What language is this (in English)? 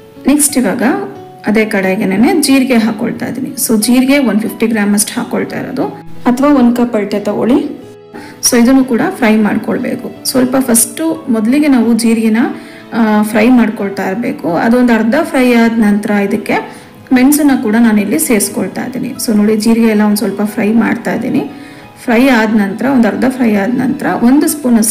Kannada